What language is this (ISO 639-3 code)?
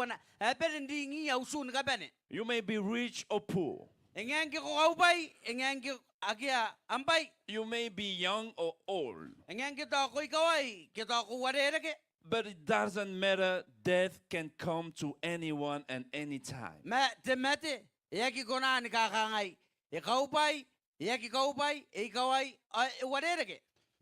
gil